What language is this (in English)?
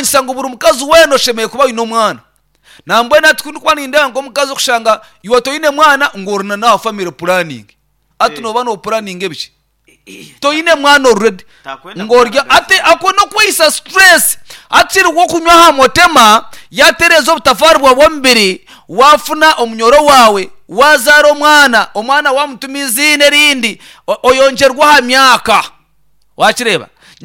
Nyankole